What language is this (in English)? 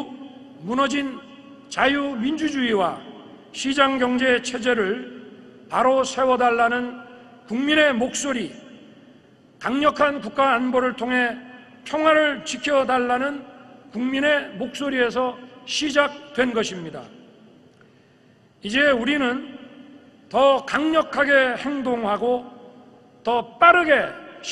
Korean